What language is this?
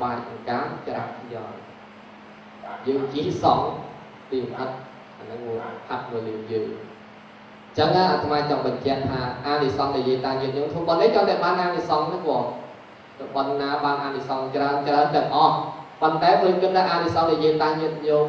Khmer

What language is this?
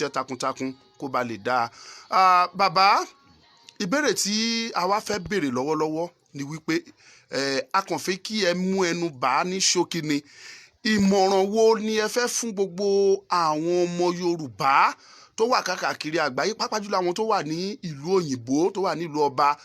Yoruba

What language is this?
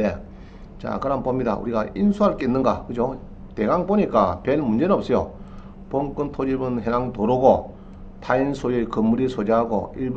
Korean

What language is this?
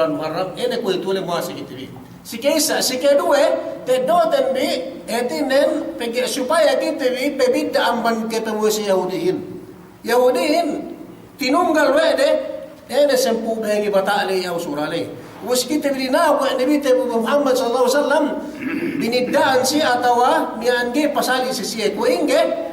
Yakan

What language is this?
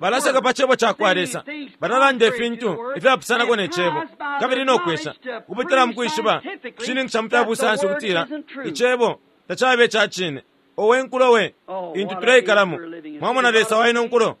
Bemba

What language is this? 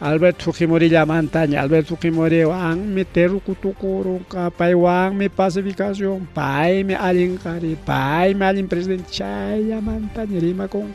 Ayacucho Quechua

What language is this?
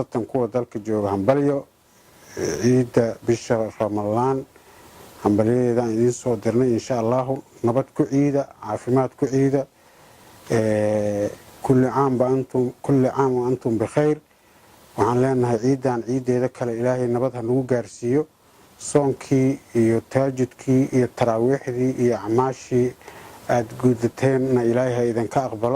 Somali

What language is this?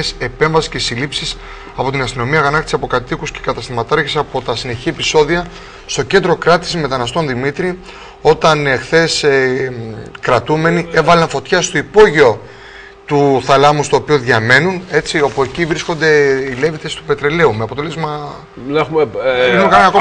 Greek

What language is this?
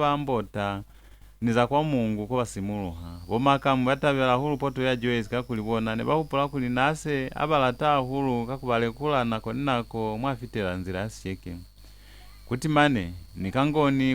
Lozi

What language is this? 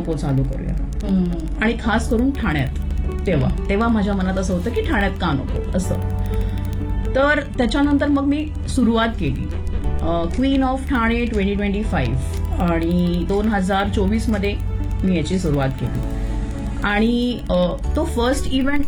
Marathi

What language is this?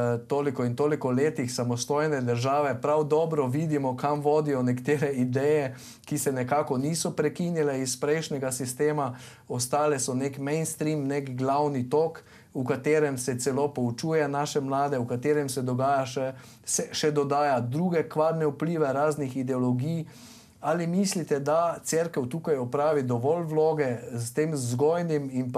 Slovenian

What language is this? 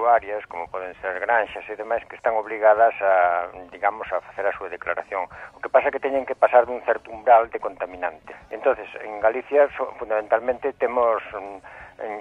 Galician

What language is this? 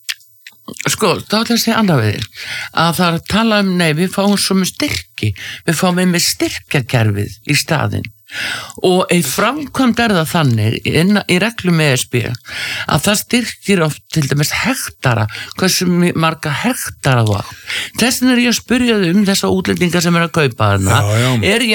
Icelandic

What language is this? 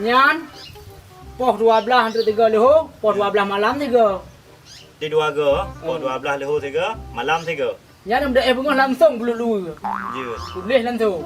Achinese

